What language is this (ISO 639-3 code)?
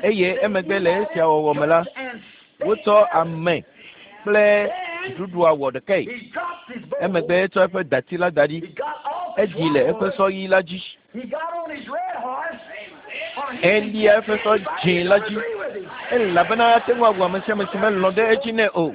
ewe